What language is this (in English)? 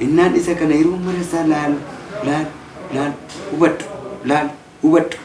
Oromo